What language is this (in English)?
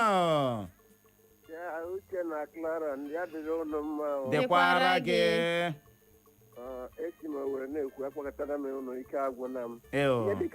Igbo